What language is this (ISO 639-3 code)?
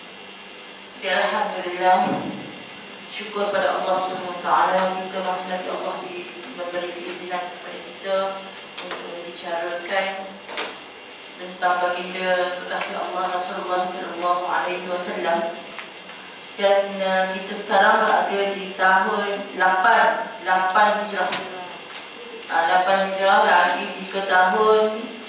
msa